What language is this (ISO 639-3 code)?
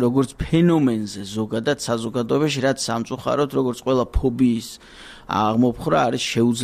kat